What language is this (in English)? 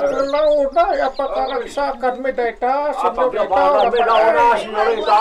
Iloko